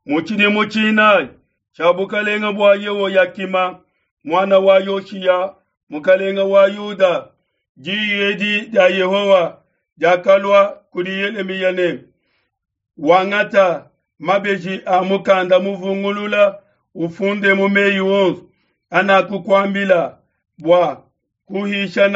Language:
Luba-Lulua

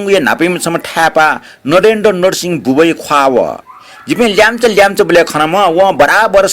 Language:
Newari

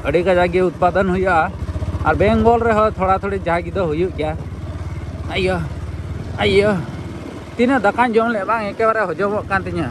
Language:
Santali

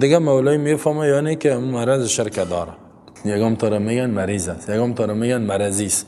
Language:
Persian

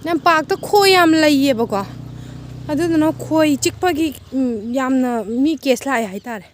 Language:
Manipuri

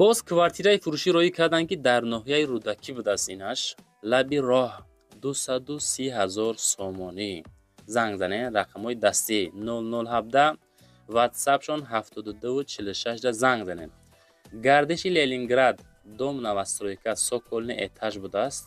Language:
Tajik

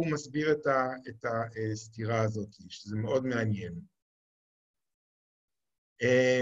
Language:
Hebrew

